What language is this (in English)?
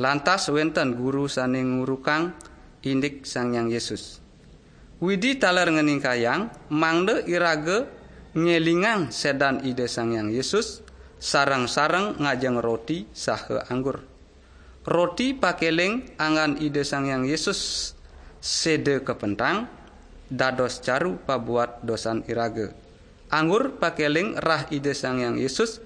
Balinese